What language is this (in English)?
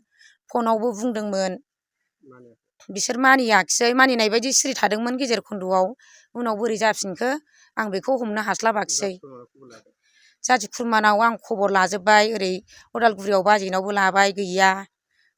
Bodo